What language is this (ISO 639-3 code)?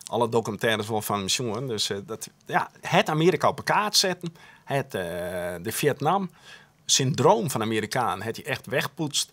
fry